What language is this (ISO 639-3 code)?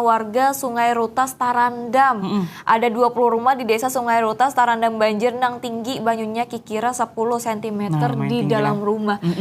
bjn